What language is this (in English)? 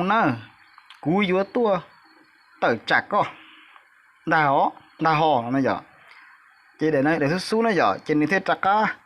Hmong